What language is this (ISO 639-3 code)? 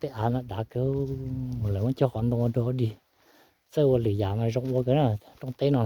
hmn